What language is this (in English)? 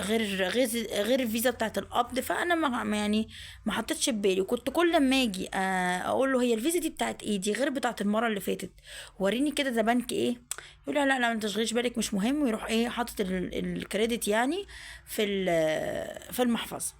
Egyptian Arabic